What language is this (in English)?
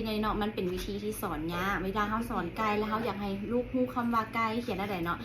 Lao